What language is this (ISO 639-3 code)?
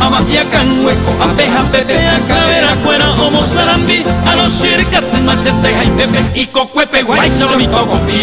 grn